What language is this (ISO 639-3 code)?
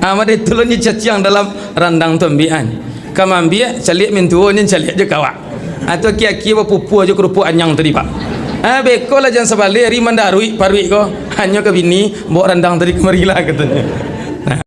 min